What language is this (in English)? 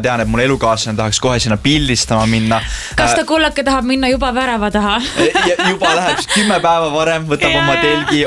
Estonian